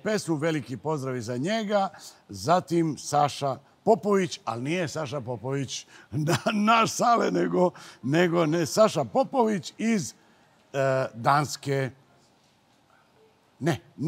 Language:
Serbian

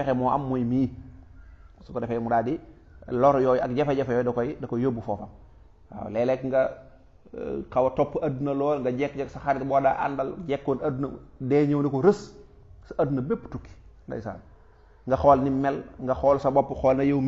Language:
Wolof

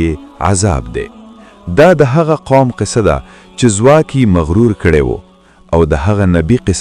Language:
Pashto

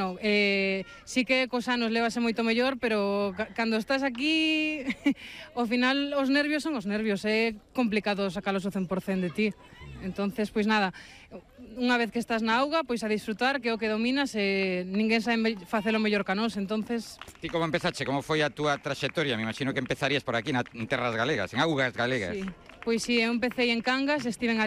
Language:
Galician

